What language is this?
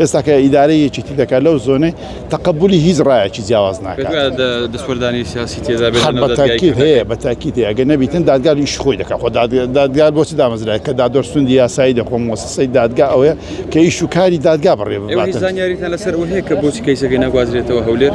Central Kurdish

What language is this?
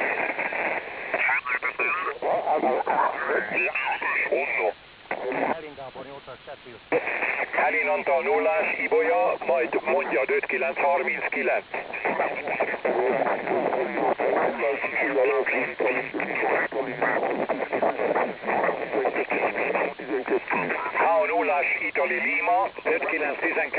Hungarian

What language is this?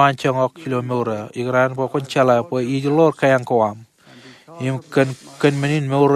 Marshallese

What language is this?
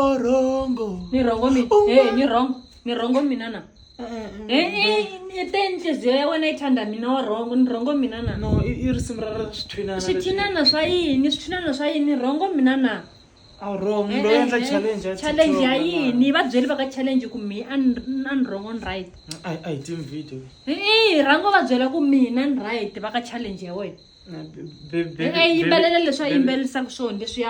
Tsonga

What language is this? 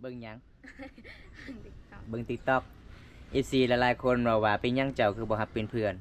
Lao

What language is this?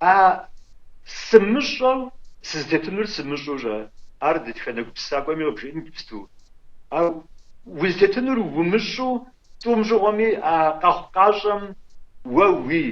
Kabardian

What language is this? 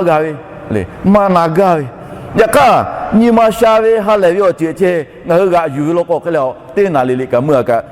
Lahu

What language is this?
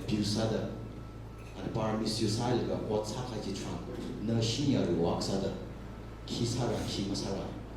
Tangkhul Naga (India)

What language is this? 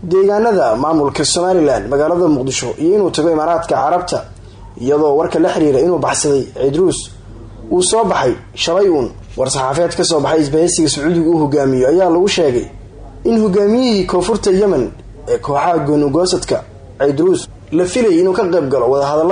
Somali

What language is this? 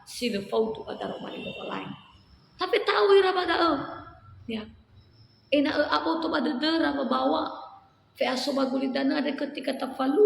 Nias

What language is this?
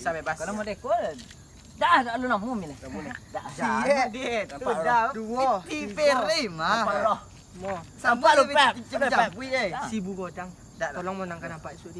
Minangkabau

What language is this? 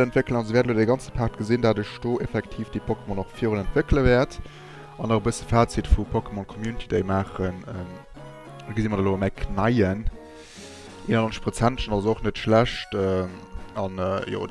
Luxembourgish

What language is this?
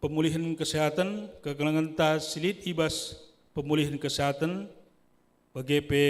Batak Karo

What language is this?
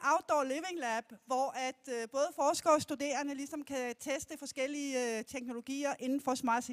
Danish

